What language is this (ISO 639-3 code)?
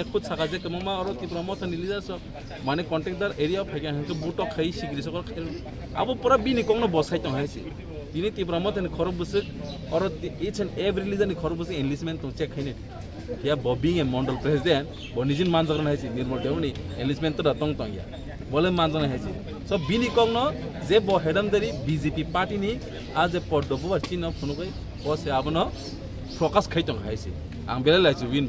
trp